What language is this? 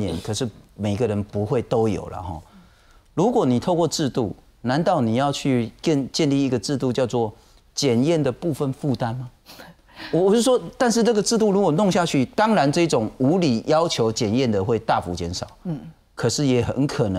Chinese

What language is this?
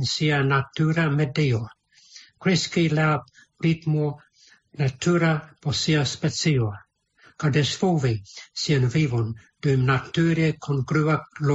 Esperanto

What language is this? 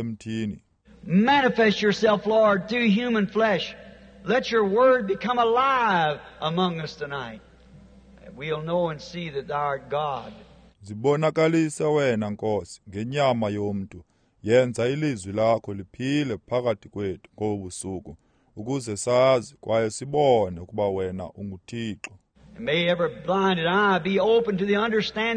Xhosa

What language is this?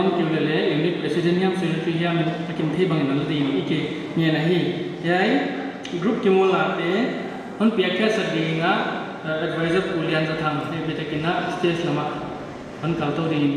Paite Chin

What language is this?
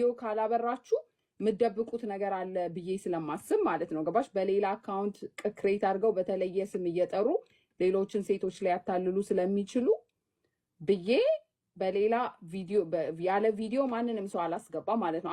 Amharic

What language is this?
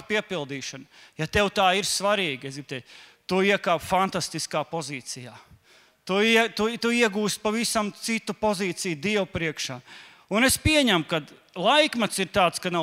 Latvian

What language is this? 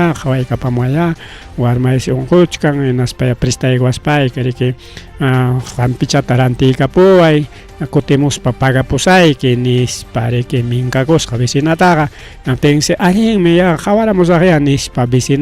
Ayacucho Quechua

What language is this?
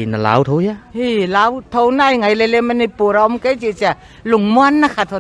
Paite Chin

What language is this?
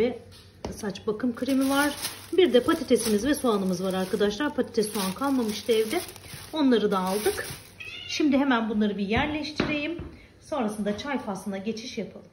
Turkish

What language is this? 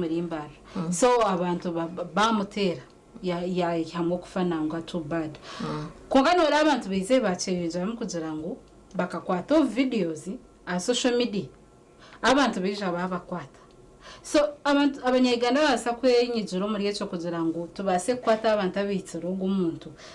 Nyankole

